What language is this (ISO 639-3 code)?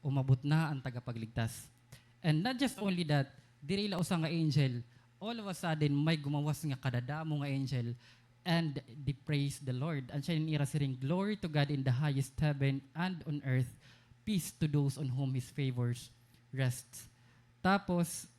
war